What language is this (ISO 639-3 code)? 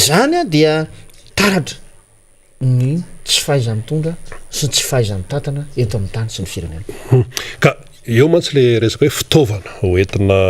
mlg